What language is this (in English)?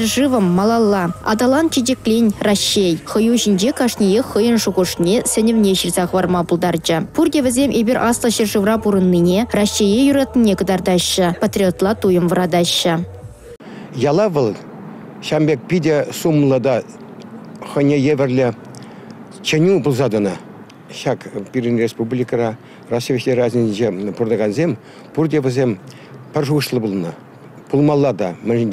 Chuvash